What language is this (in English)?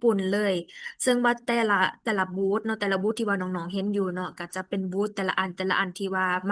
Lao